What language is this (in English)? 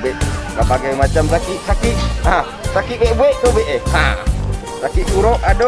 Minangkabau